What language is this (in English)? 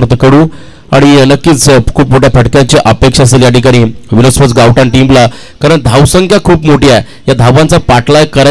Marathi